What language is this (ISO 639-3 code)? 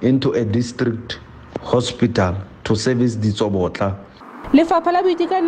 tsn